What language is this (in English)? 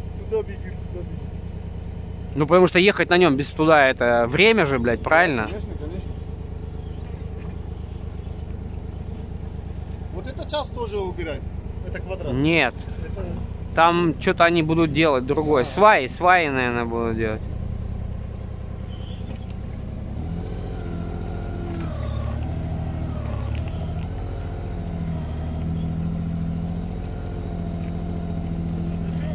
Russian